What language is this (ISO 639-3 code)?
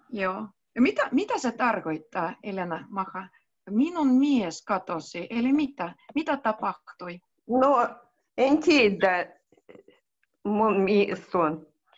fin